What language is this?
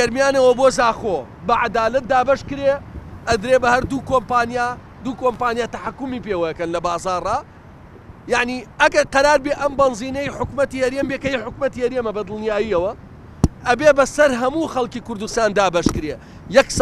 Central Kurdish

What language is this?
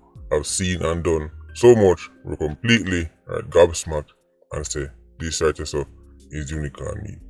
Jamaican Creole English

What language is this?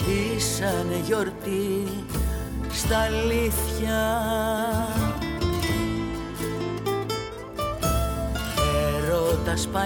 Greek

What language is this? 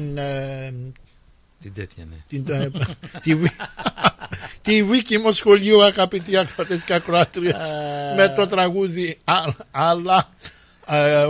Greek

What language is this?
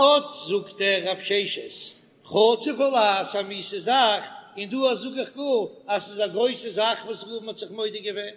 Yiddish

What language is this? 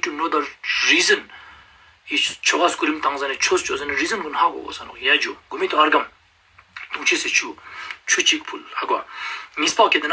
Ladakhi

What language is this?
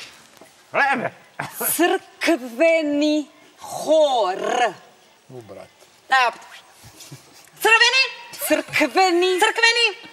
Serbian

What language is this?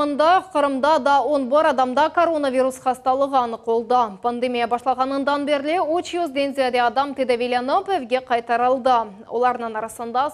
Crimean Tatar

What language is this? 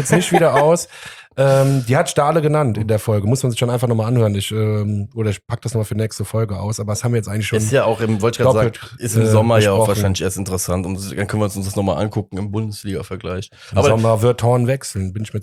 German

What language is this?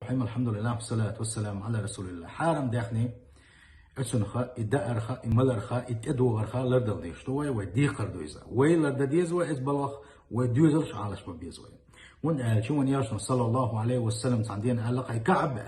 Chechen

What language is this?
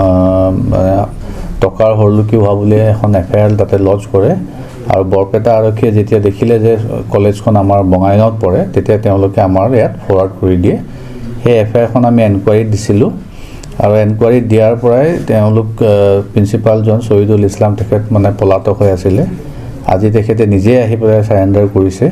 Assamese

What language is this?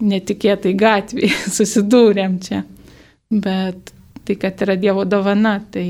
Lithuanian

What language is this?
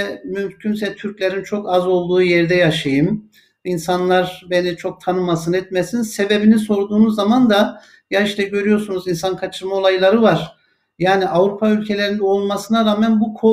Turkish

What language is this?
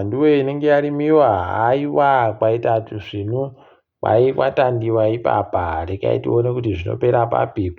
Ndau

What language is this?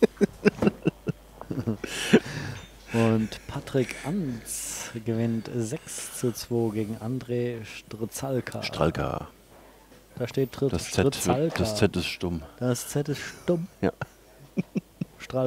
German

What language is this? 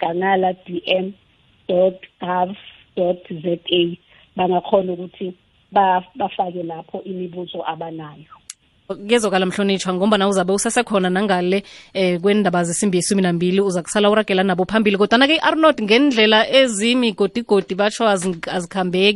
South Ndebele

